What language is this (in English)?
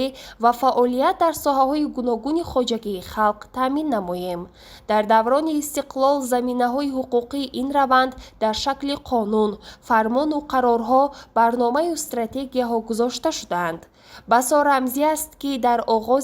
Tajik